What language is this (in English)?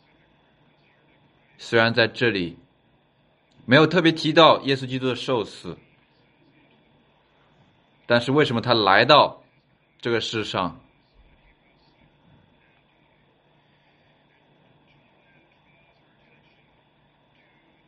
Chinese